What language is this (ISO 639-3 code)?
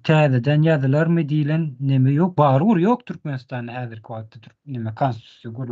tuk